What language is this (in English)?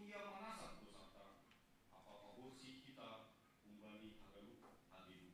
Batak Simalungun